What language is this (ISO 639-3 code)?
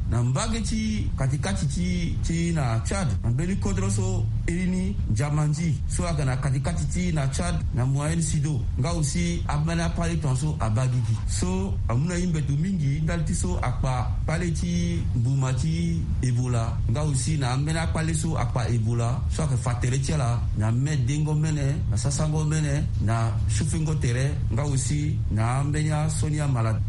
sag